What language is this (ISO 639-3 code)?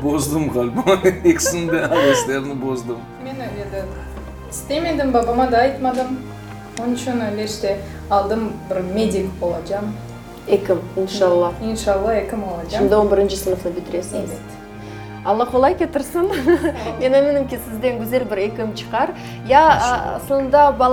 crh